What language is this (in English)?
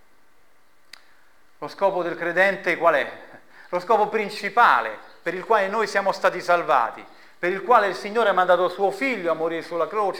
Italian